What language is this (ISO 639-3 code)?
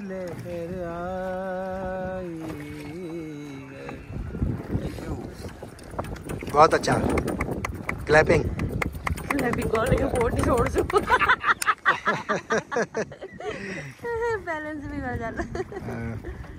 hin